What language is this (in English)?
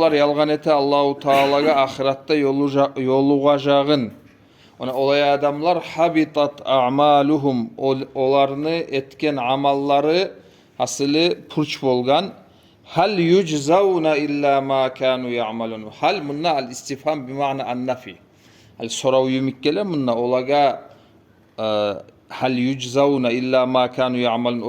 Kumyk